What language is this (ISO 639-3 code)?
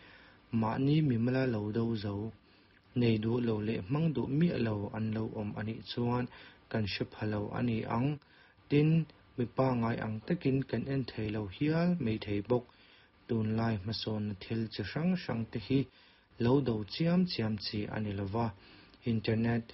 lus